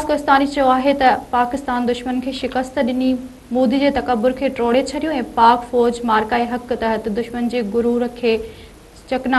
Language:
Sindhi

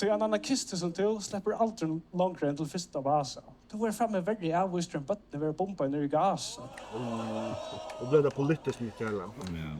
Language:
Faroese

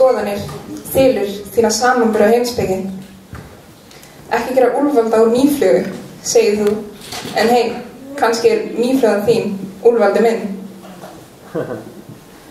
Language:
Icelandic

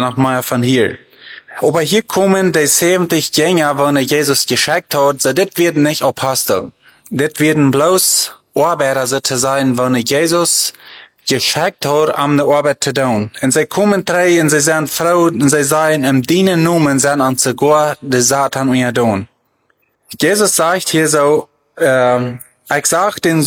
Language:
German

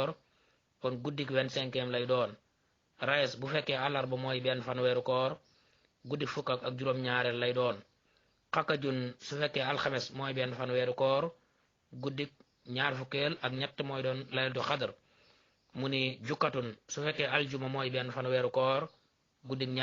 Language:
Wolof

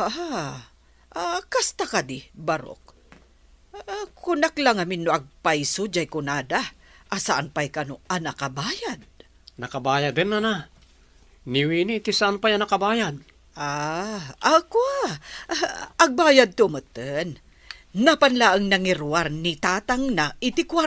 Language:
Iloko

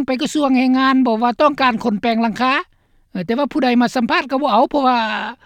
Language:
Lao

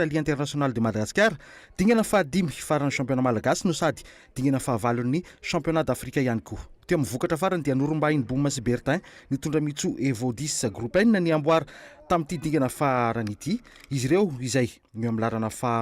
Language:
Malagasy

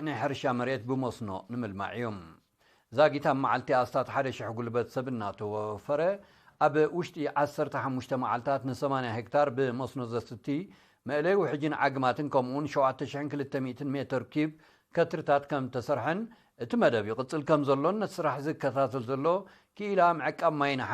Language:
Tigrinya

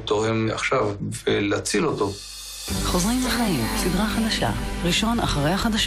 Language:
Hebrew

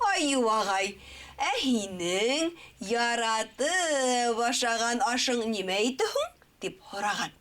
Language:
Bashkir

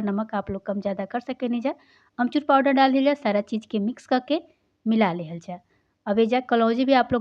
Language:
Bhojpuri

